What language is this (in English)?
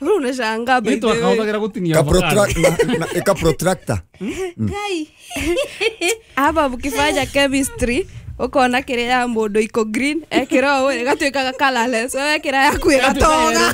Kikuyu